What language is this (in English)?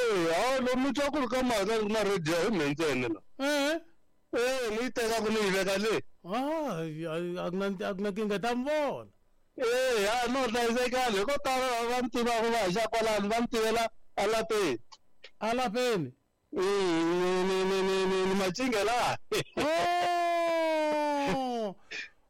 Tsonga